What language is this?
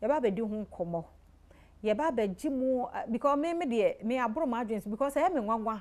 Akan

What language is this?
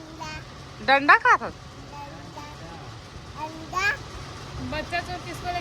Chhattisgarhi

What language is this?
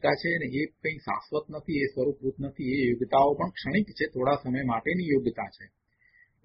Gujarati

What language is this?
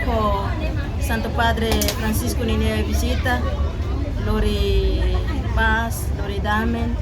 Tetum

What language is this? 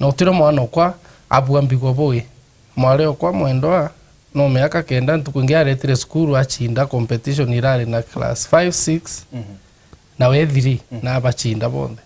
Meru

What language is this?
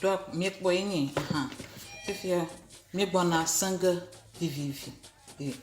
Ewe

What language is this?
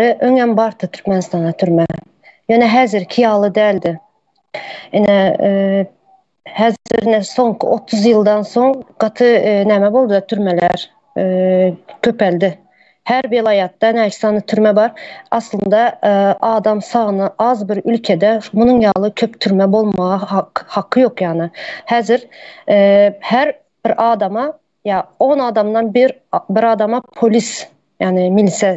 Turkmen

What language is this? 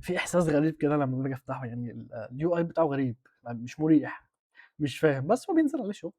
Egyptian Arabic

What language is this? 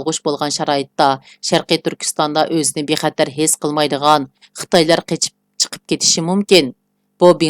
Uyghur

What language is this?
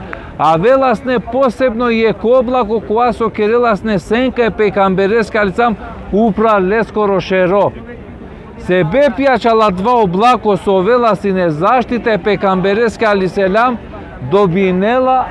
Balkan Romani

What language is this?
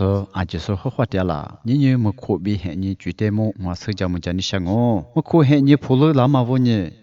Lisu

